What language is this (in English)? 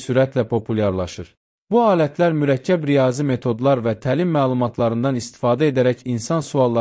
Azerbaijani